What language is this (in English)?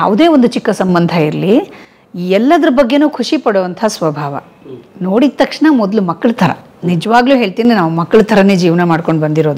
Kannada